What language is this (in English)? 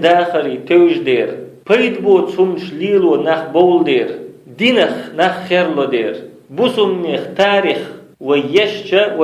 Chechen